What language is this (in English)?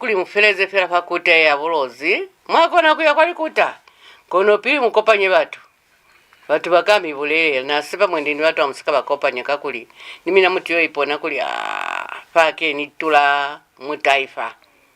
Lozi